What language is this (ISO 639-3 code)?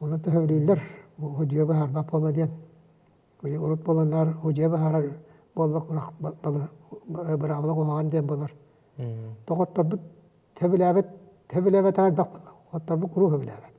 sah